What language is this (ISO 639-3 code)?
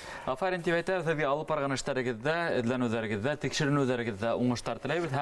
bak